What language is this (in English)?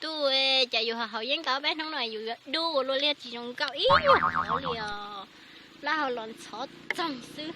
Hmong